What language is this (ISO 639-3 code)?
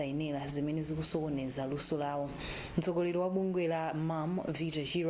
nya